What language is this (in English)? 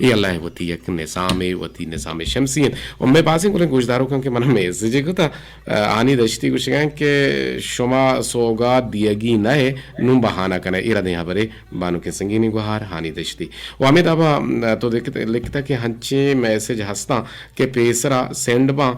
Eastern Balochi